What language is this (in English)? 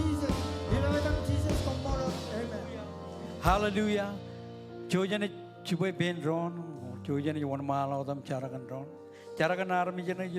Marshallese